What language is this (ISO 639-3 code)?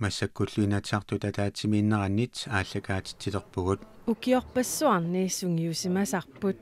kal